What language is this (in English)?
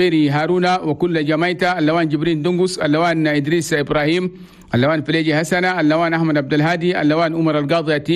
Chadian Arabic